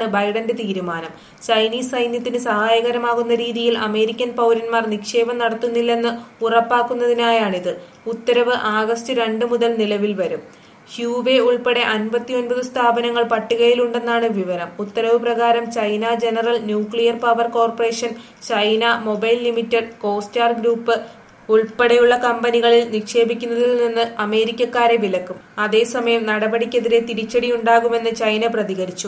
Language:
Malayalam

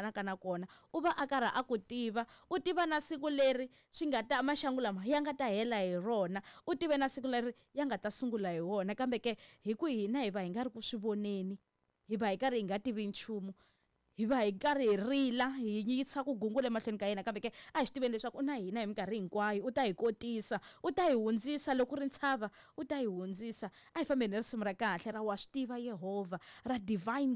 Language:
Tsonga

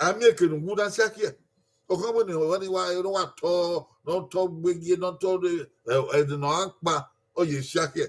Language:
Bini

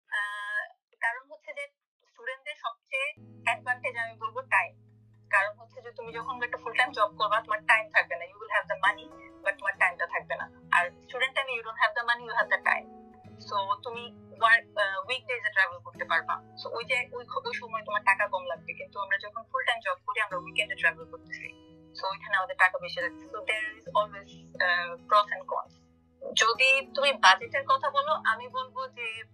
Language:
Bangla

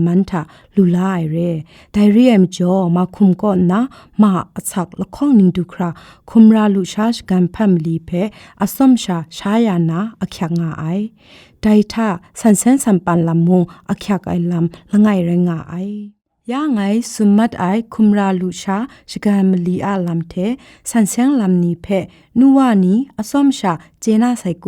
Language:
Kachin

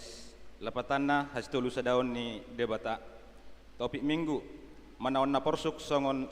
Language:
Batak Toba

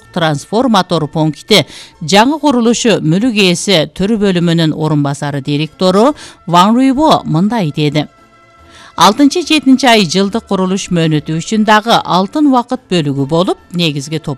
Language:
Kyrgyz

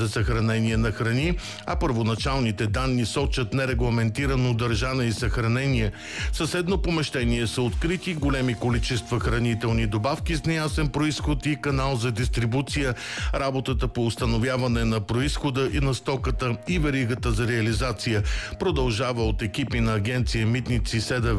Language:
Bulgarian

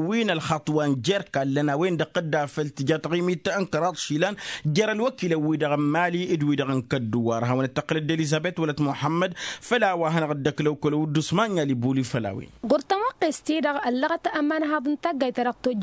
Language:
Tamasheq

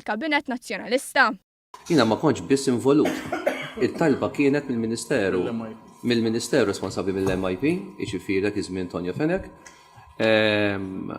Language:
Maltese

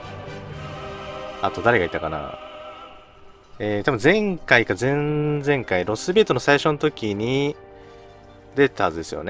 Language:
Japanese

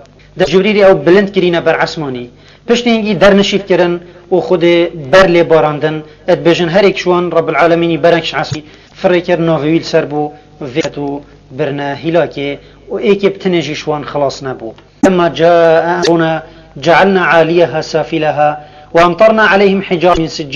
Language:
Kurdish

